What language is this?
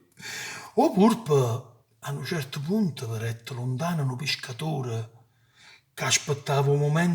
Neapolitan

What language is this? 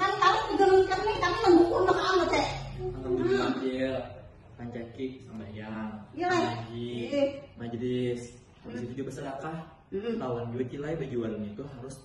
Banjar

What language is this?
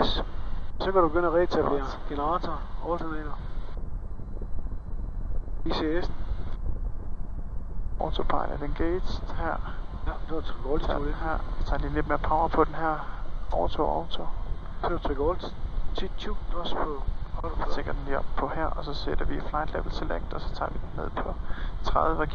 Danish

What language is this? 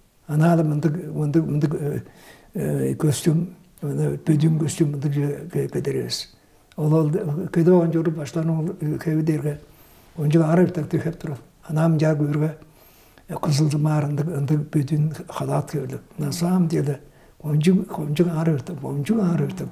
Tuvinian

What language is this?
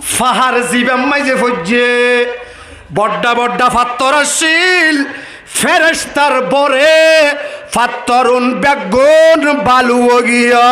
Rohingya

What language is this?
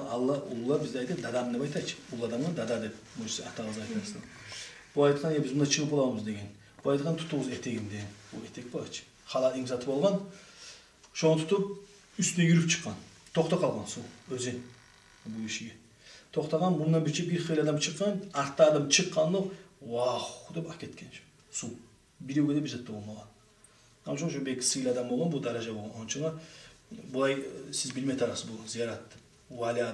Kumyk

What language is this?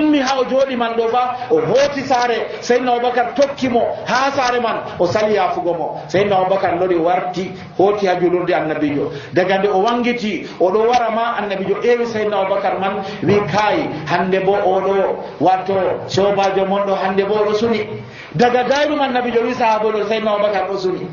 Nigerian Fulfulde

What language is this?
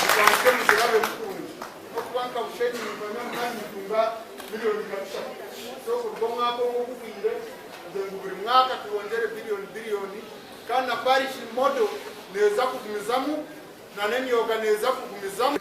Nyankole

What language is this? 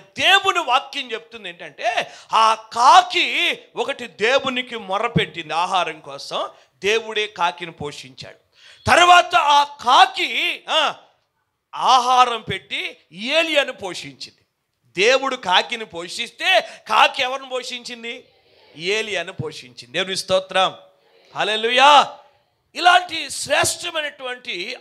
Telugu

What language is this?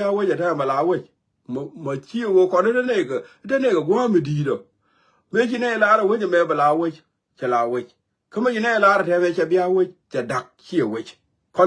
Nuer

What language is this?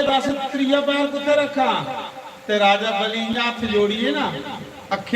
Dogri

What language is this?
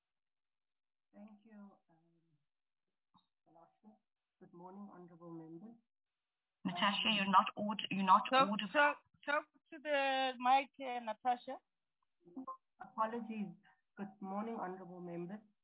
English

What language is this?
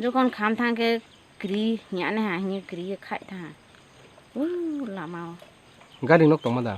Kok Borok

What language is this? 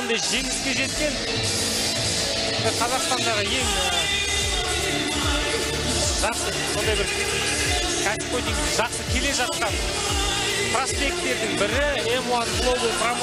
Kazakh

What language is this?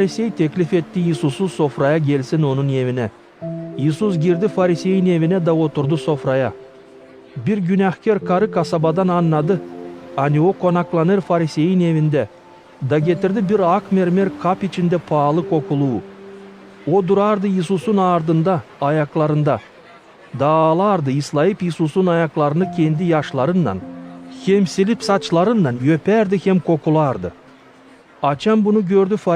Gagauz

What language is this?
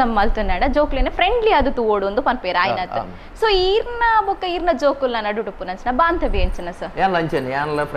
Tulu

